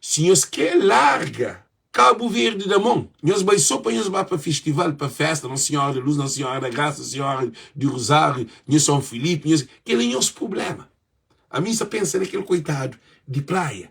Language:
Kabuverdianu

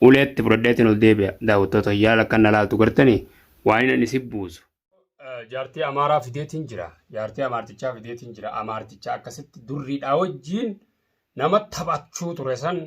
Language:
Oromo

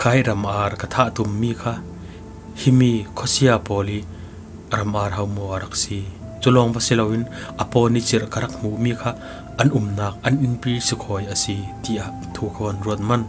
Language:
Falam Chin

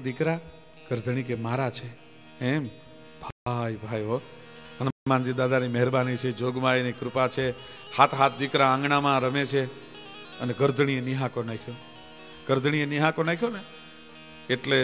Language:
Gujarati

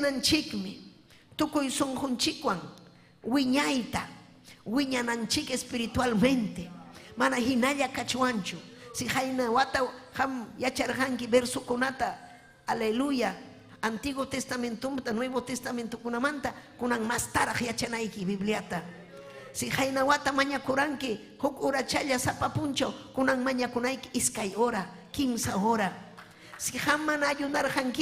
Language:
Ayacucho Quechua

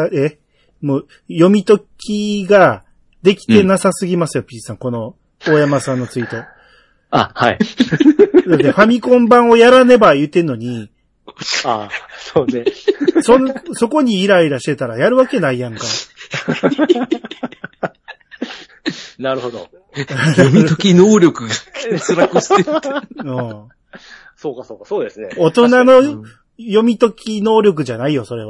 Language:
Japanese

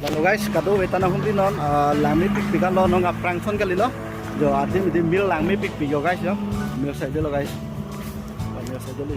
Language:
Karbi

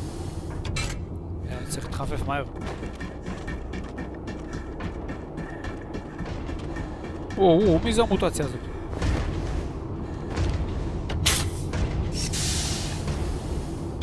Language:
Hebrew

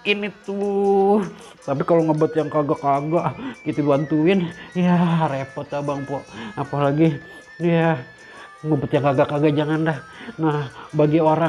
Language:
Betawi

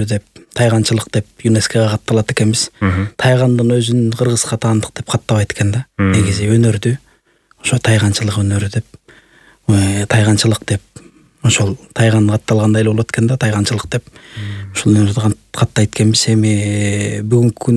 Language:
Kyrgyz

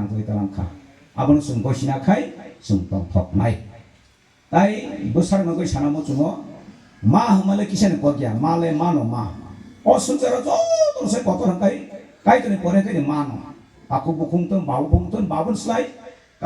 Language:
Kok Borok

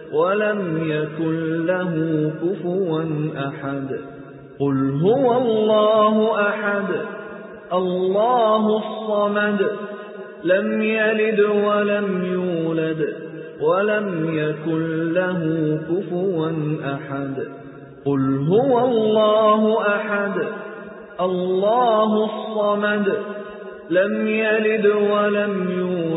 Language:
Arabic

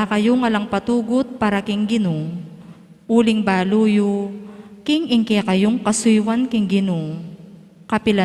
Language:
Pampanga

